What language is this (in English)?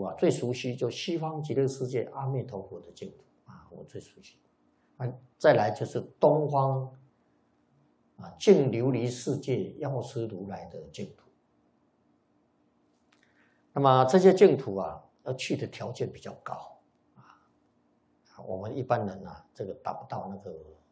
Chinese